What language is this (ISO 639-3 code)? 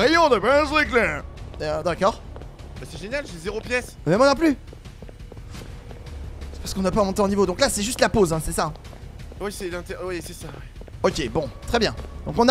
fra